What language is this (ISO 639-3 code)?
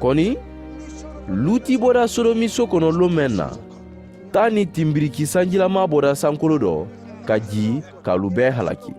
man